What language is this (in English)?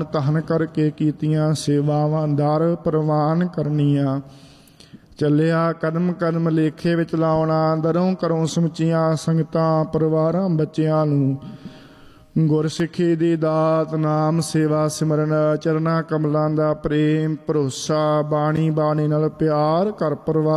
Punjabi